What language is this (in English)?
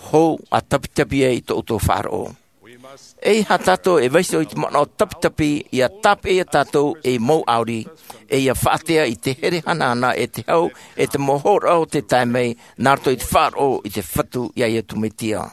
Tahitian